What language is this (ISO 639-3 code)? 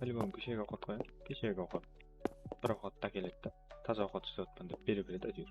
kaa